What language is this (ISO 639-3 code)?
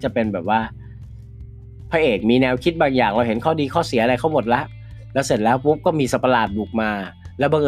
tha